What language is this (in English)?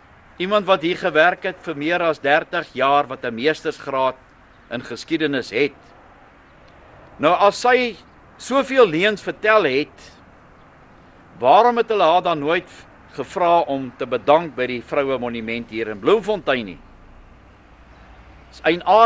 Afrikaans